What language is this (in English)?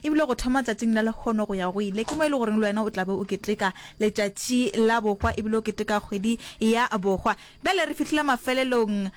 Northern Sotho